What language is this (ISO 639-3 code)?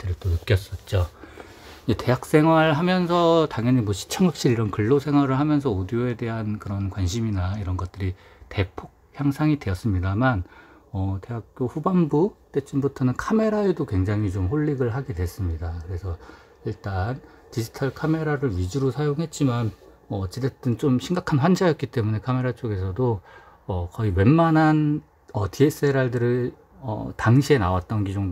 kor